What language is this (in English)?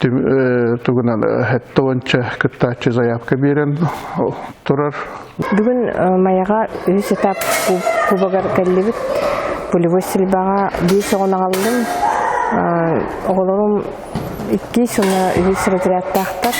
Yakut